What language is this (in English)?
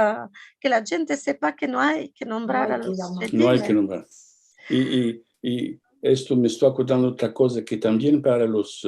Ladino